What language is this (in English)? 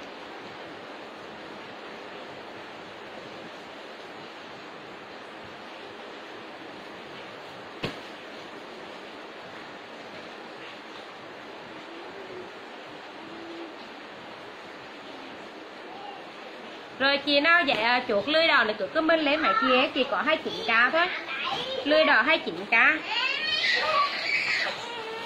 Vietnamese